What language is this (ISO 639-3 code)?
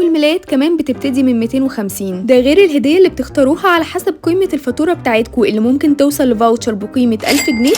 arz